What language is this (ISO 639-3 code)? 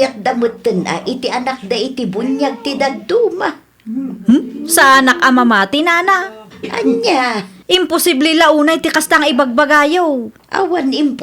ilo